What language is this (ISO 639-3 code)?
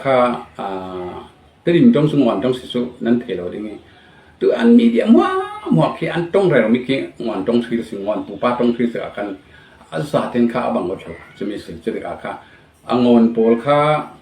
cfm